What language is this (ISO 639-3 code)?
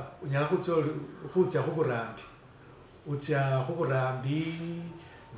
myx